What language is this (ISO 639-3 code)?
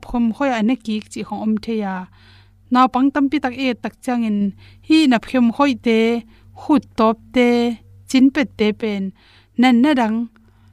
ctd